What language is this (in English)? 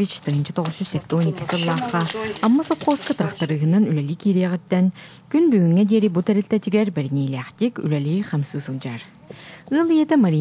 Yakut